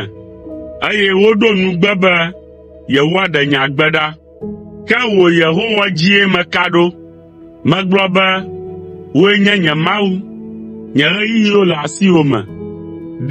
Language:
Ewe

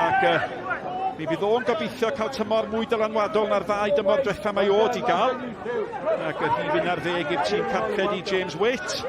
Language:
Welsh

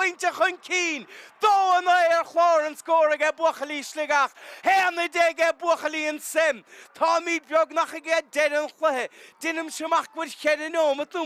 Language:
Irish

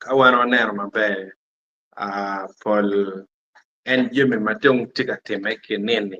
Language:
Acoli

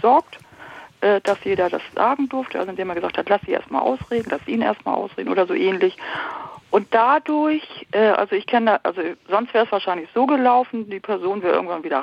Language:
German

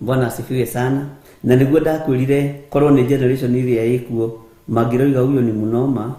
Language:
Kikuyu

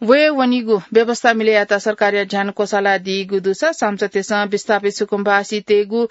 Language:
Newari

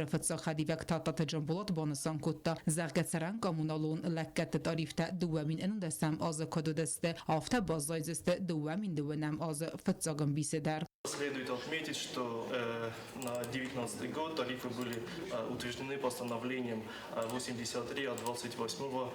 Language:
Ossetic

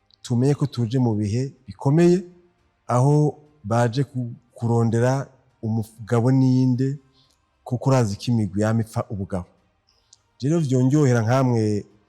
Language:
Rundi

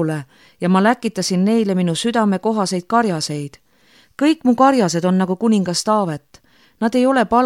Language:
Estonian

